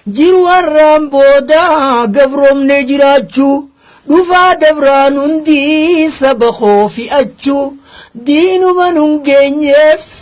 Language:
Oromo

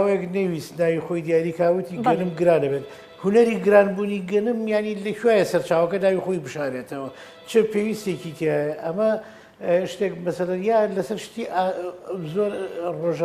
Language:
Central Kurdish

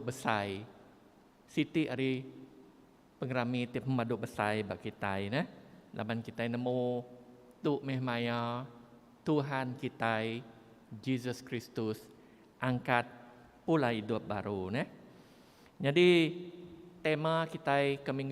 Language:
Iban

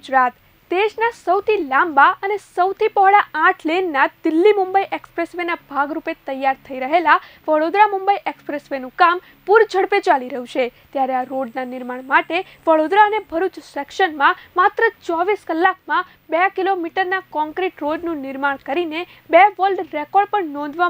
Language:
Gujarati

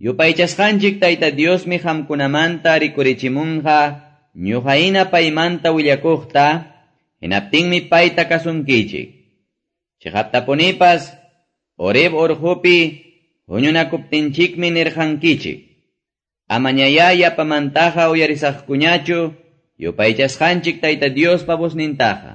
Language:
Quechua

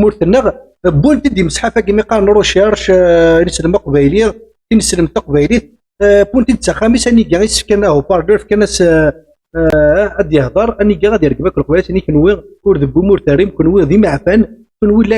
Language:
Kabyle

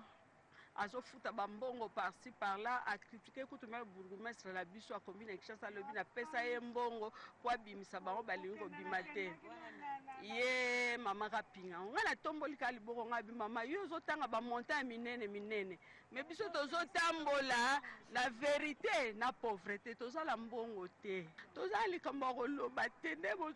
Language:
Lingala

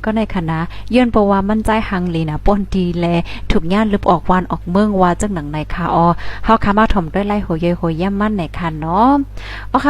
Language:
Shan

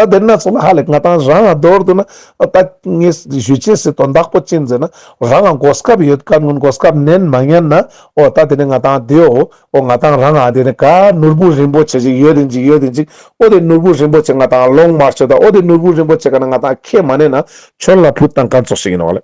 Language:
Ladakhi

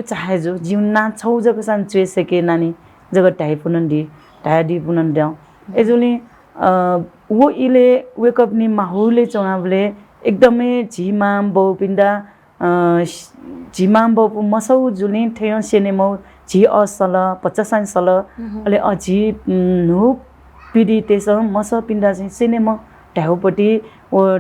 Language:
Newari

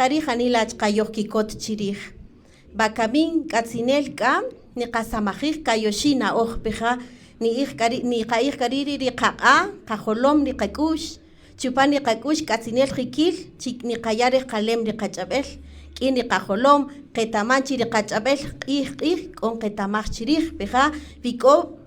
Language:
Kaqchikel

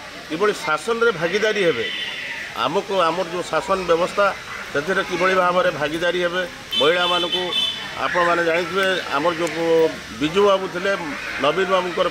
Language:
Odia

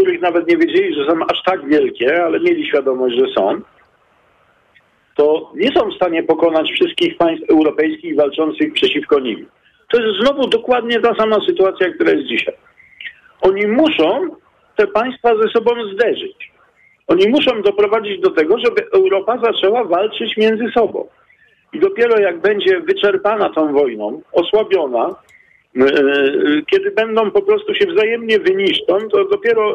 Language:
Polish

